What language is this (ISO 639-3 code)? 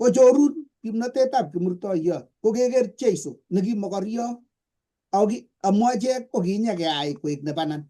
kln